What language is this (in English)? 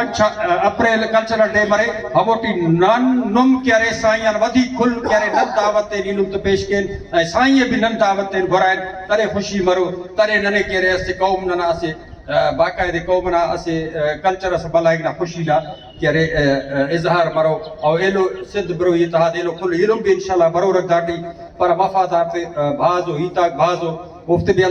Brahui